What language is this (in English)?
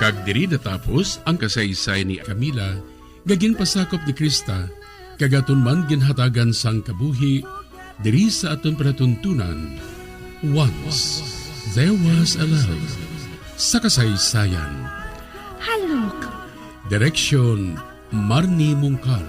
Hiligaynon